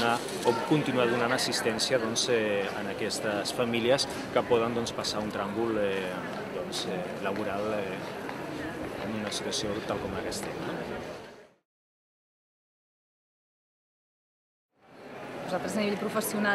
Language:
Catalan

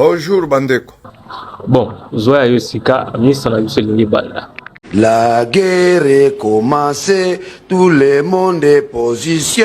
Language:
Lingala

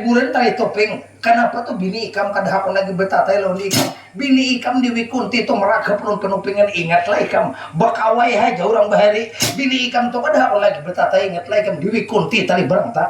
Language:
Banjar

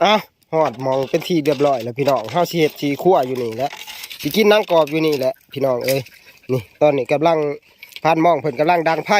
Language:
Northeastern Thai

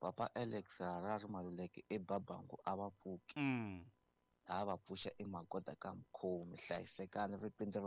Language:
Tsonga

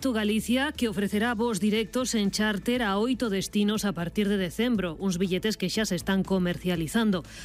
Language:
Galician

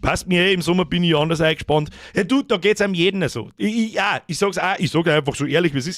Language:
Bavarian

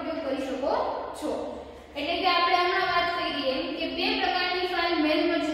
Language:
Gujarati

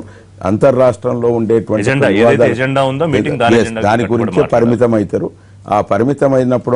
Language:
Telugu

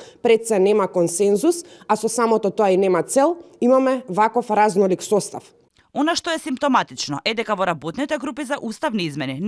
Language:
Macedonian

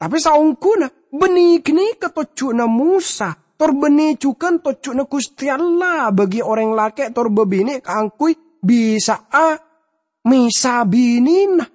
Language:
Madurese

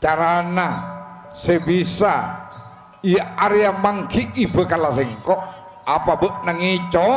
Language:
Madurese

